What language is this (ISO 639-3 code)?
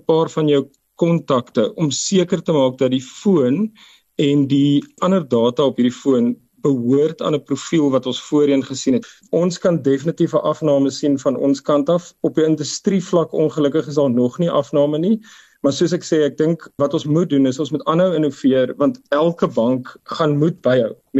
afr